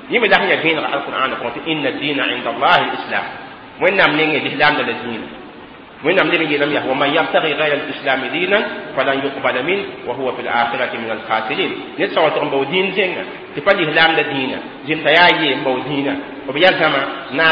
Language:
Mossi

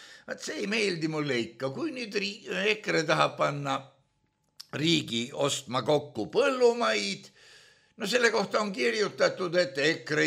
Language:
Estonian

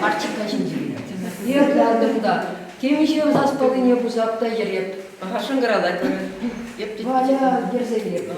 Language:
Chuvash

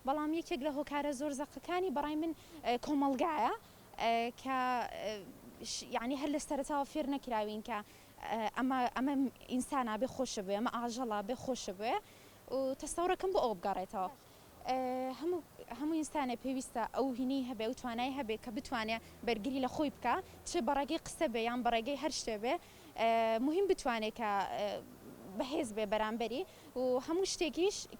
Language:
Central Kurdish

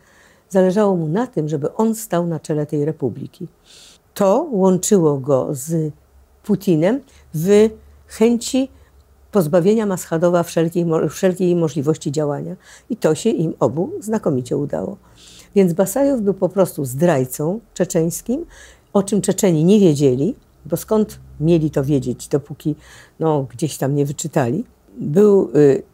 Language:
Polish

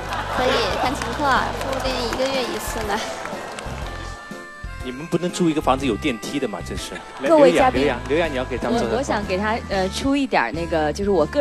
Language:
Chinese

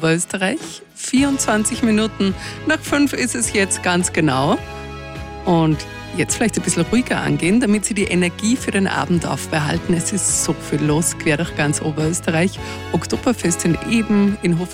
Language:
German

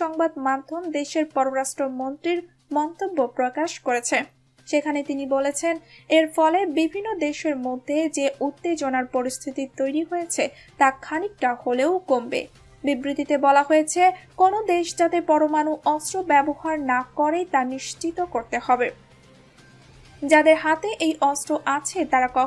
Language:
Bangla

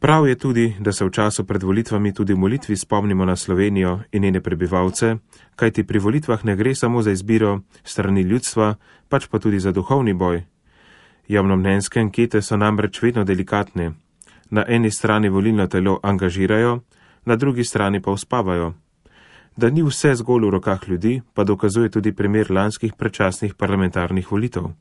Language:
Slovenian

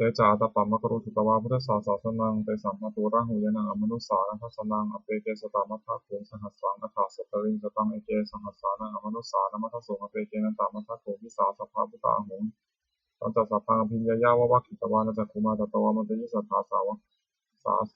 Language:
Pali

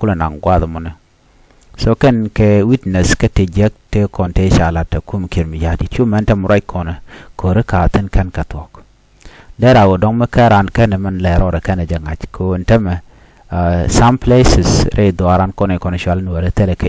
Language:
Nuer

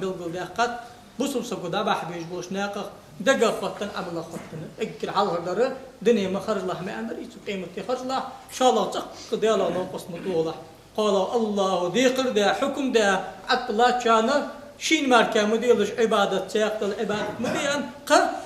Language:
Ingush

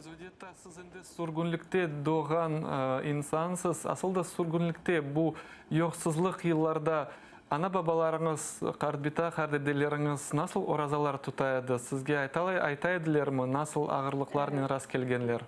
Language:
Crimean Tatar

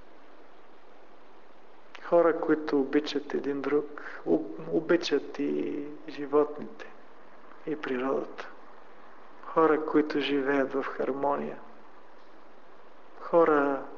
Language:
Bulgarian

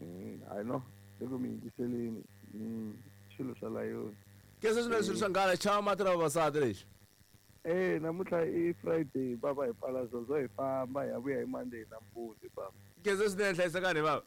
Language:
Tsonga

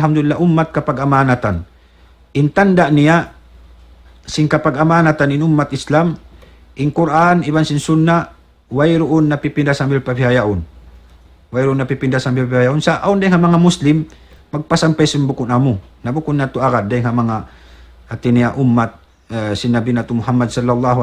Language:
Tausug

